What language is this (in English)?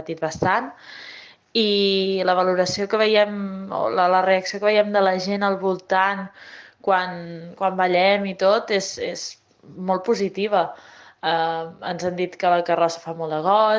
Catalan